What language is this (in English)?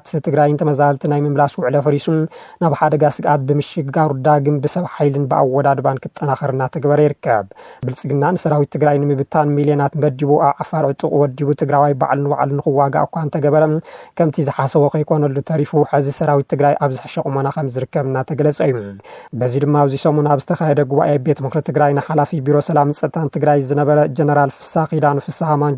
Tigrinya